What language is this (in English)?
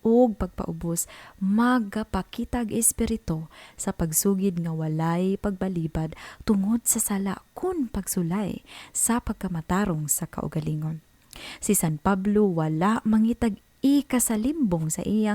Cebuano